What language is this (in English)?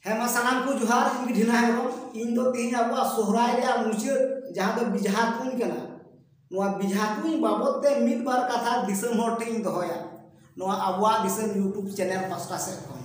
Santali